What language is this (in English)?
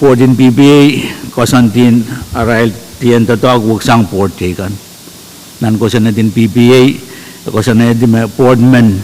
Pohnpeian